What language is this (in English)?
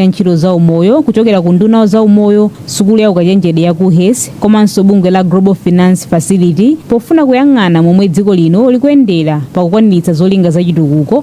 Nyanja